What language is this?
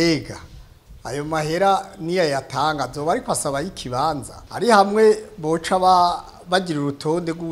Rundi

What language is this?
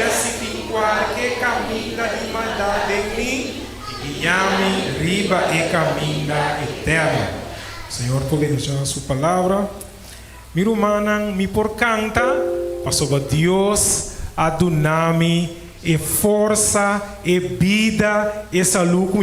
Papiamento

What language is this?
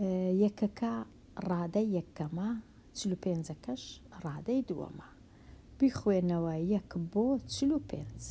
Central Kurdish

